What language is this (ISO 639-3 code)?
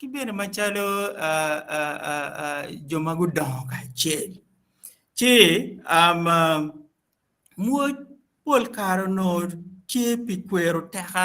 ach